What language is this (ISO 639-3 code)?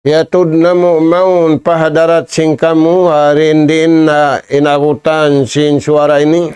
tsg